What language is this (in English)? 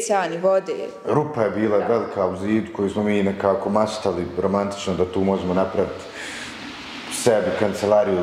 Bosnian